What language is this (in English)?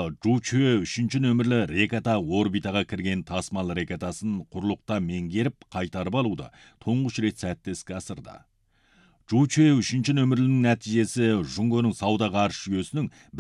Kazakh